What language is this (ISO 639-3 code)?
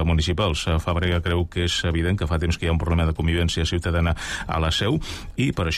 cat